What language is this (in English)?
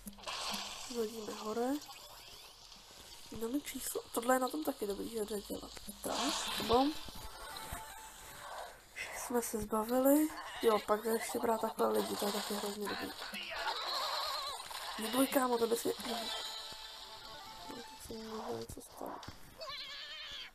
Czech